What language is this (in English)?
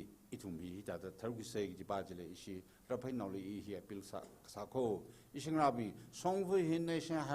Tangkhul Naga (India)